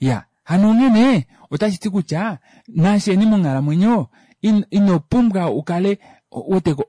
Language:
Kuanyama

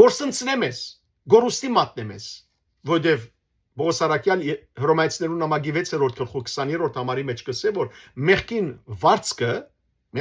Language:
Western Armenian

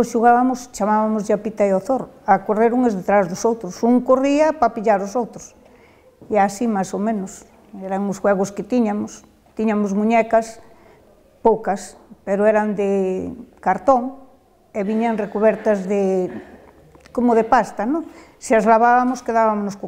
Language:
Galician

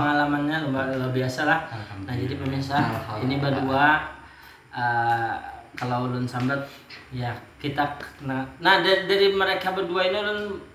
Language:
Banjar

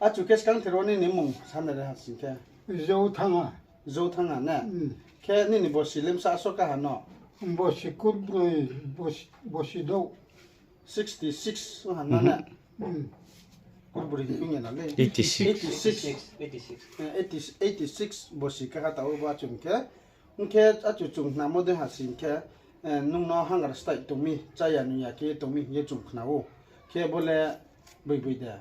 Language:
Riang (India)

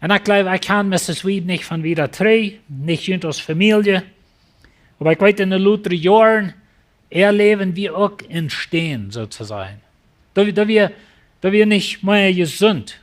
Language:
Plautdietsch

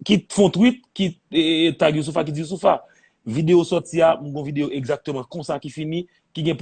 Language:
Haitian Creole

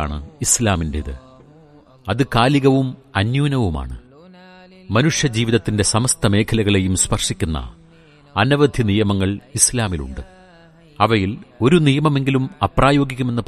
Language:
Malayalam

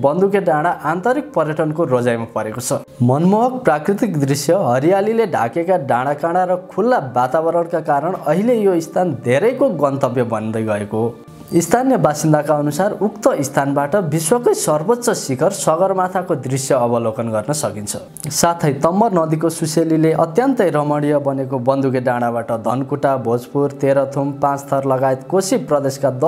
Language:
Nepali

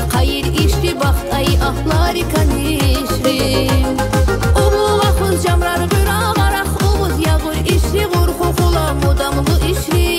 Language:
Tabassaran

